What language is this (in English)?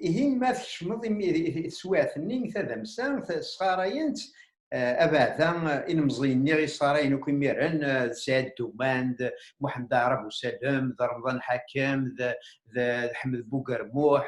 Kabyle